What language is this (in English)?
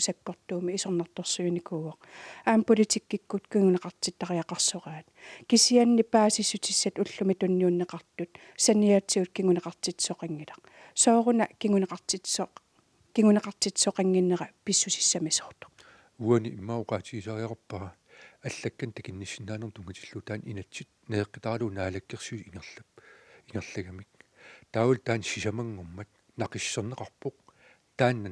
Kalaallisut